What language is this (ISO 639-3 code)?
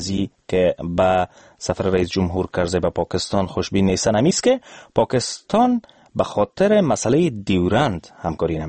fas